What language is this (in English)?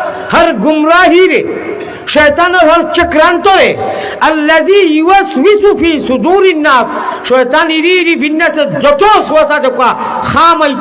Sylheti